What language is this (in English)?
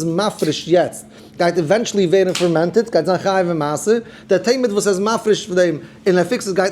Yiddish